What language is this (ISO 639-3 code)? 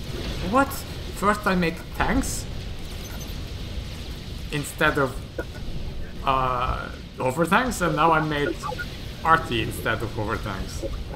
eng